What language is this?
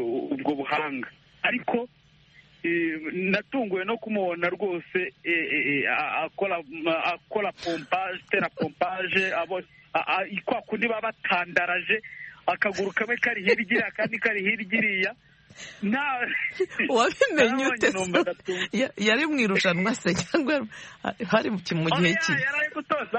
Kinyarwanda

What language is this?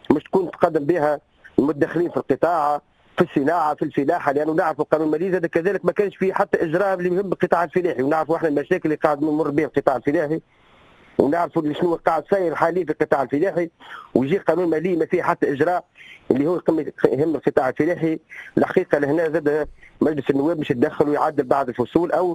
Tunisian Arabic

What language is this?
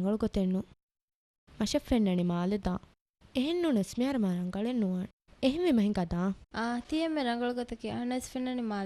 Divehi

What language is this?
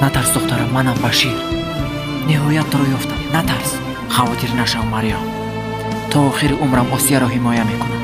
Tajik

